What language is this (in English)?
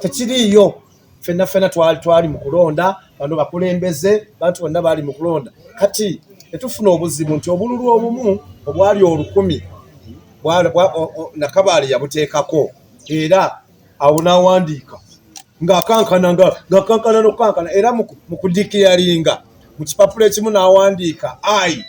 Ganda